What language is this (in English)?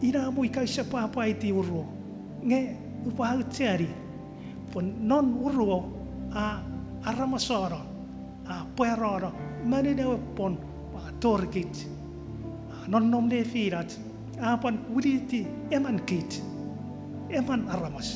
Chuukese